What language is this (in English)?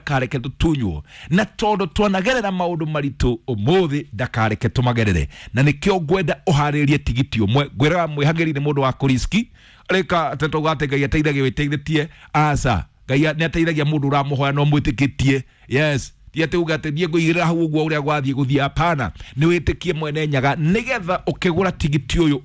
Kikuyu